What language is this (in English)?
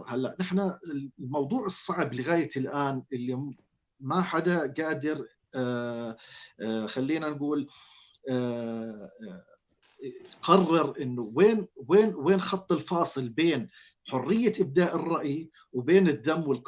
North Levantine Arabic